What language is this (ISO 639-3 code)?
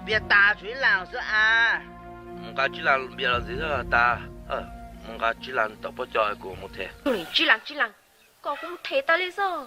hmn